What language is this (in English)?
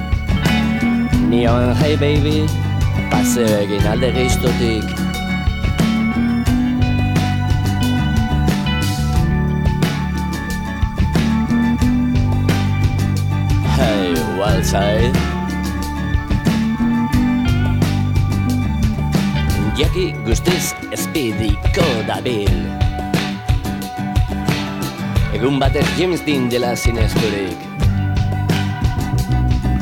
Basque